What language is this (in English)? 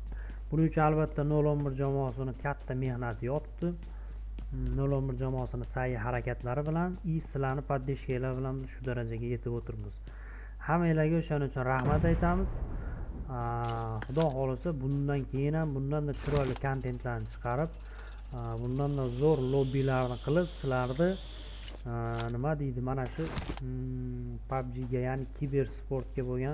Uzbek